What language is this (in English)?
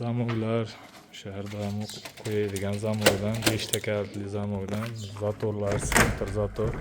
Uzbek